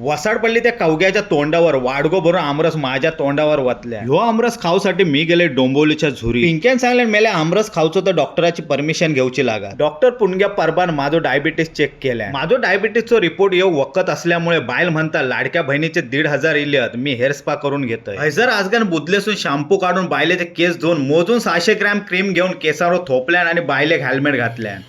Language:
Konkani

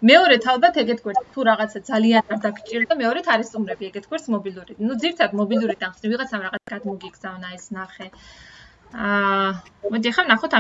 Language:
Georgian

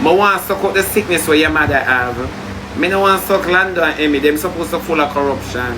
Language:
Jamaican Creole English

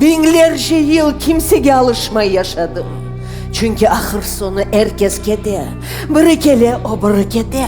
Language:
Crimean Tatar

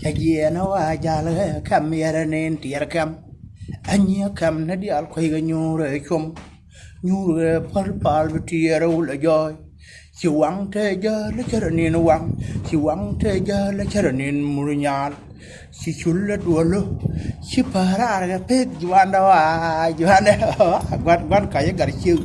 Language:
Nuer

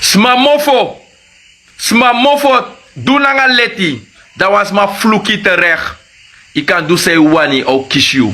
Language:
Sranan Tongo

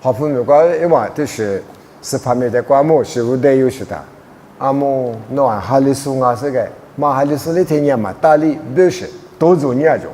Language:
Lisu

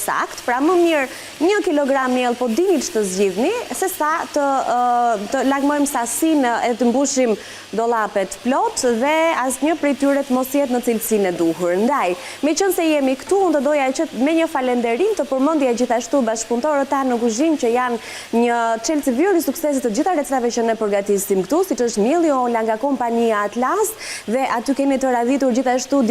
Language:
Albanian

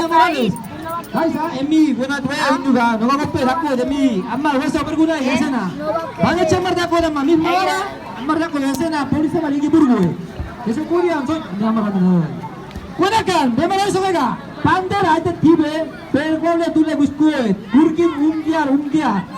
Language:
San Blas Kuna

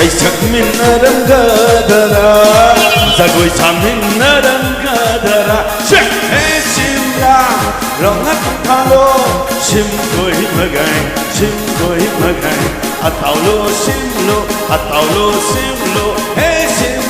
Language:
Tangkhul Naga (India)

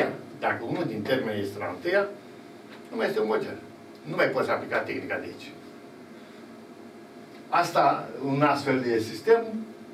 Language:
Romanian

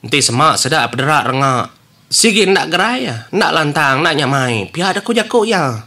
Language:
Iban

